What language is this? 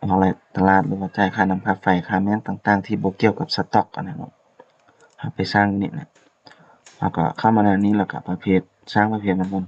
Lao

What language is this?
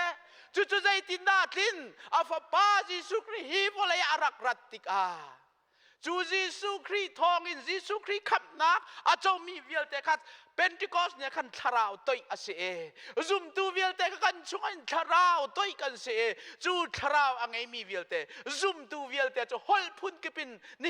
Hakha Chin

